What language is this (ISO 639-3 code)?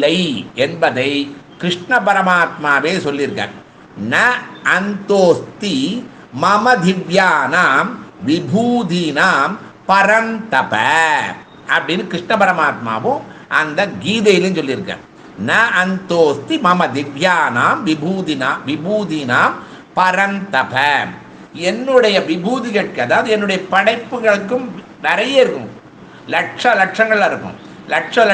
tam